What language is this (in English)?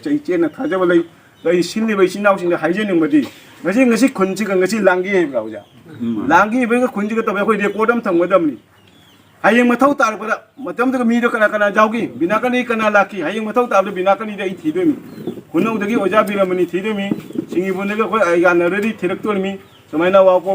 Manipuri